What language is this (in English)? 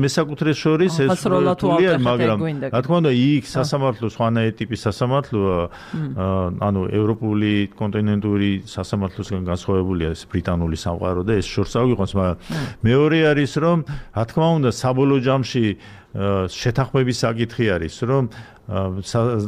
Georgian